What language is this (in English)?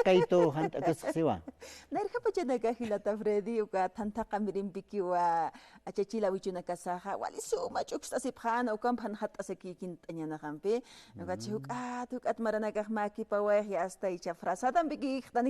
Aymara